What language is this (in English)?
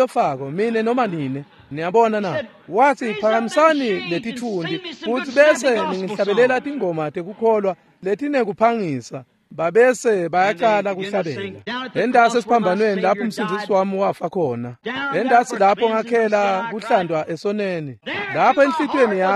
Swati